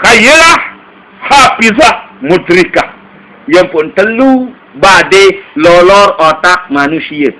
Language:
Sasak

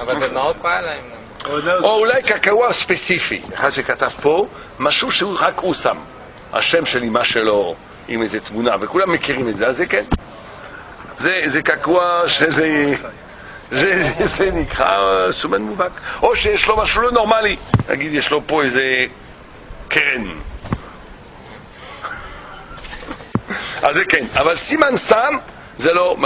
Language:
Hebrew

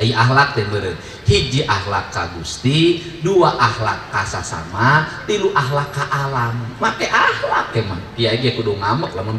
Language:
Sundanese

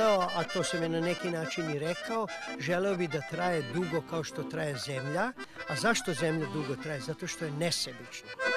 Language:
Serbian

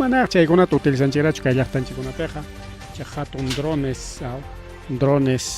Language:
Ayacucho Quechua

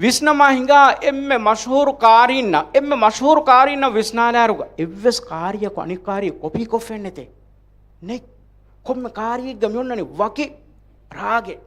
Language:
Divehi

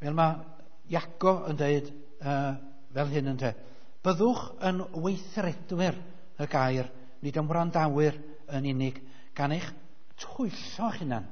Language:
Welsh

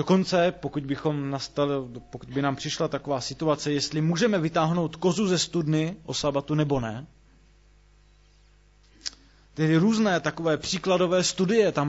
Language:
Czech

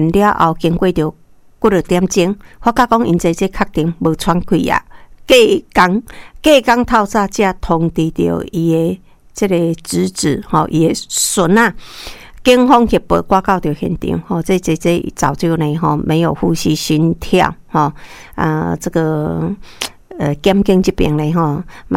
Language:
Min Nan Chinese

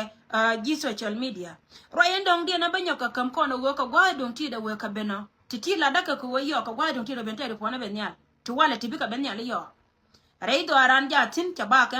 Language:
Nuer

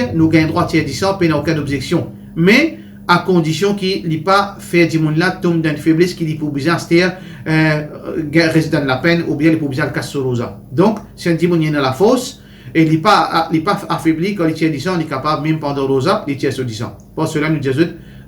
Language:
Morisyen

